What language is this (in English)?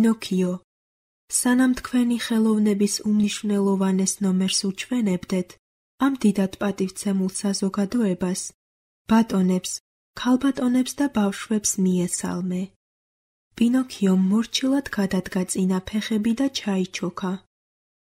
Georgian